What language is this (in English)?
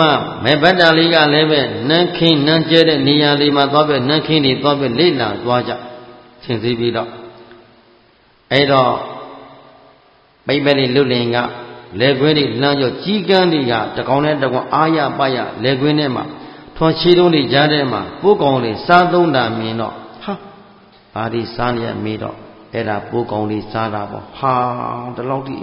Burmese